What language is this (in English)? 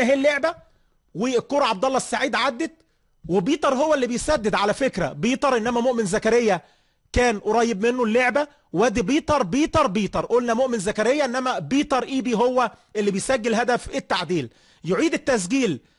Egyptian Arabic